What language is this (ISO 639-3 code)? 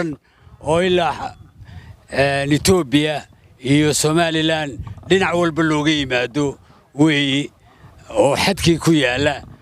som